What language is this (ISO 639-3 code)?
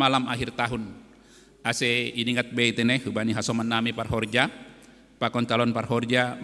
bts